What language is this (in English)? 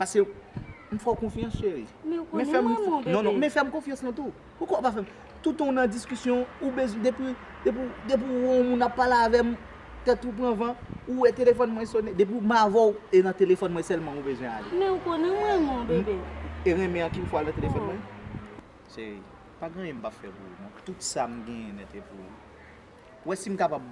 Haitian Creole